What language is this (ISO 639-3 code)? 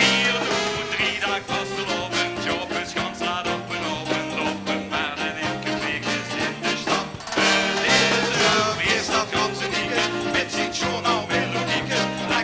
lim